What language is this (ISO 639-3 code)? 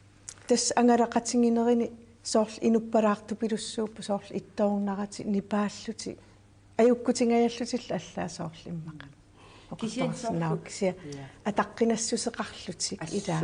kal